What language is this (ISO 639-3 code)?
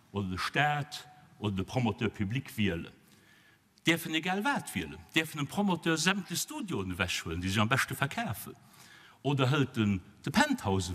ltz